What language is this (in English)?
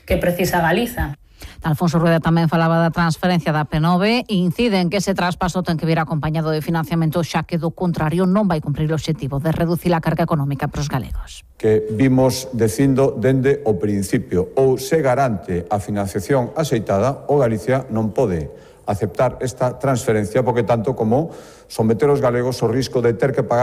Galician